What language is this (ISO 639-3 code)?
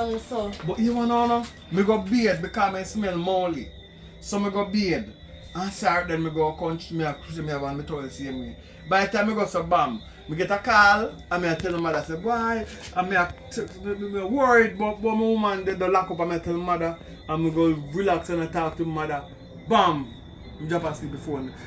jam